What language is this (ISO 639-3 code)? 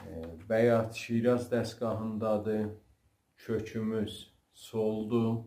azb